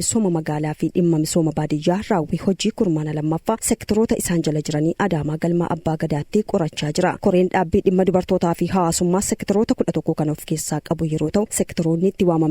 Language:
Oromo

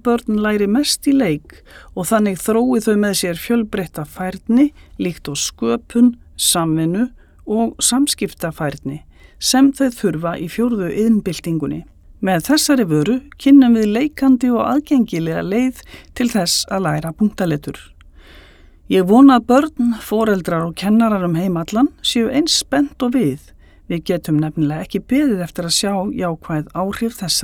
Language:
Icelandic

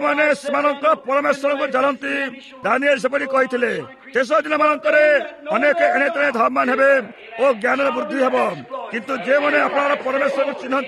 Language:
Odia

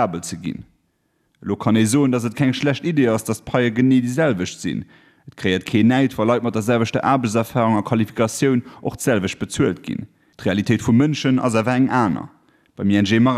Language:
Luxembourgish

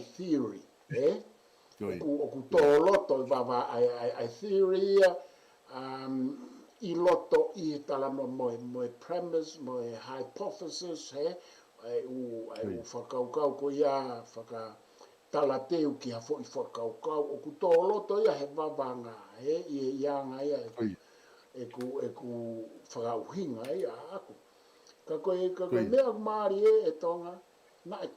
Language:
Tongan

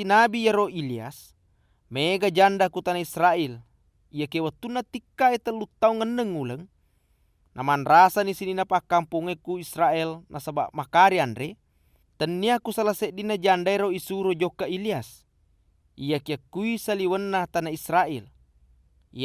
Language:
Buginese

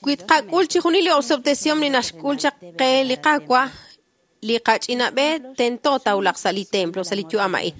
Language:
Kekchí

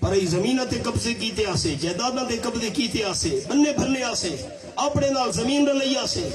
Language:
Saraiki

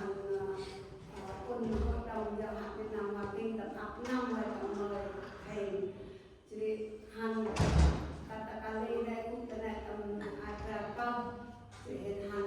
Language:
Central Mnong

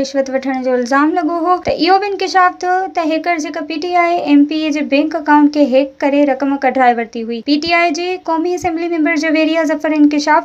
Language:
Sindhi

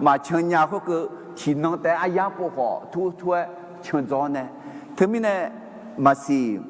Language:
Akha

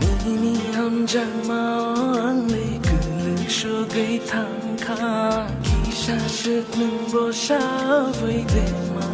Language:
Kok Borok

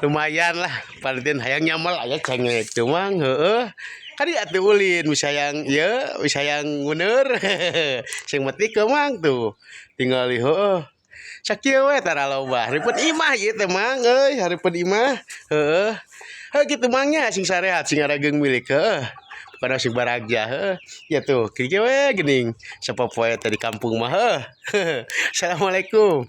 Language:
Sundanese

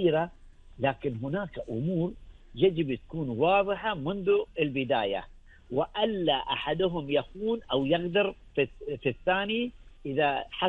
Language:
Gulf Arabic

